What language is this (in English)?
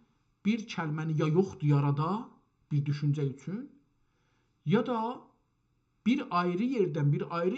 South Azerbaijani